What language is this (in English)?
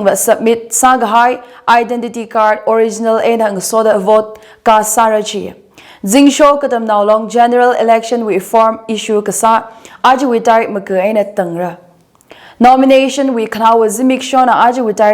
Tangkhul Naga (India)